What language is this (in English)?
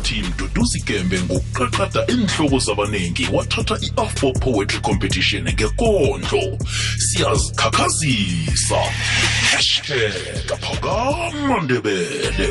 South Ndebele